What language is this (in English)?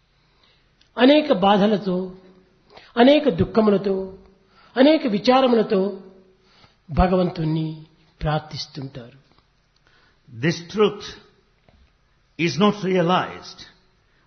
Telugu